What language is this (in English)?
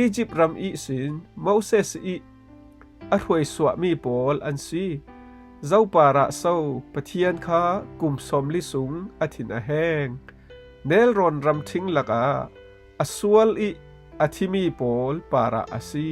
Falam Chin